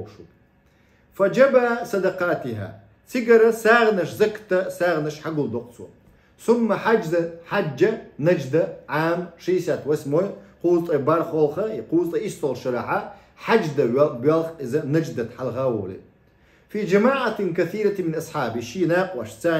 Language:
Chechen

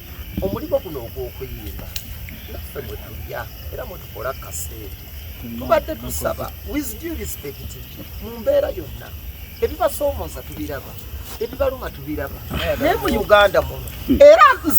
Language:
Ganda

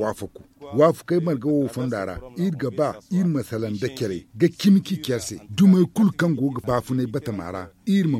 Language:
Zarma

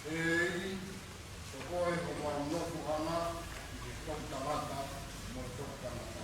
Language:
Tongan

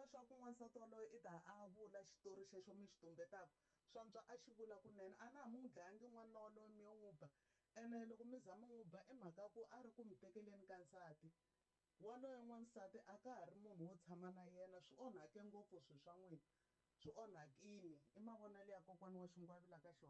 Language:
Tsonga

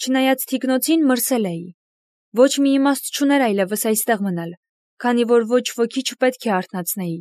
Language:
Armenian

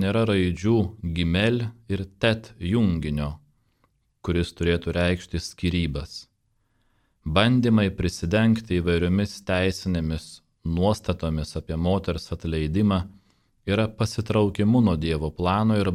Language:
Lithuanian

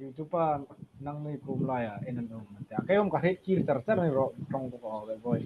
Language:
Hmar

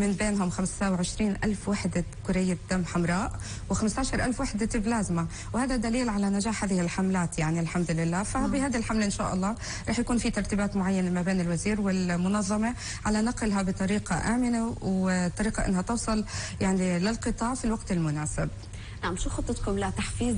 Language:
North Levantine Arabic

